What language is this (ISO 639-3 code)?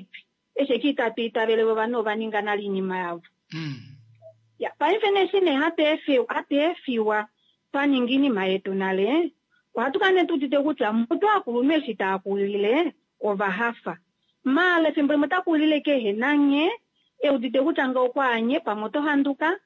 kua